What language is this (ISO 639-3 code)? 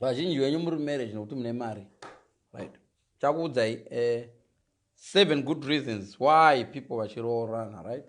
sna